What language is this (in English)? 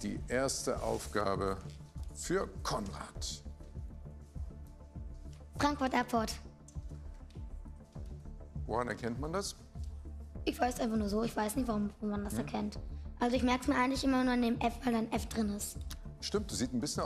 German